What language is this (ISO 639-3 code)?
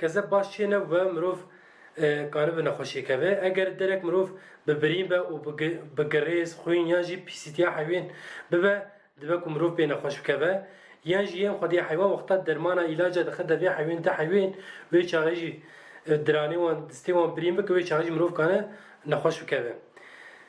kur